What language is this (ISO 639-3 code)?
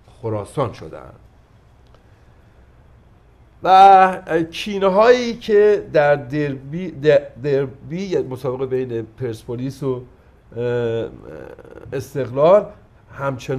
fas